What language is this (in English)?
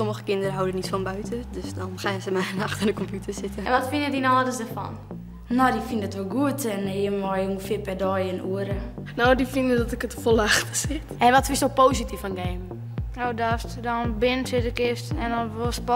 Western Frisian